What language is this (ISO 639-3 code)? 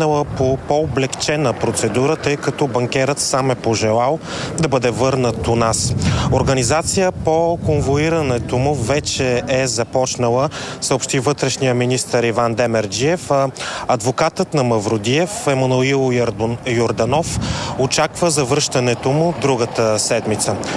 bul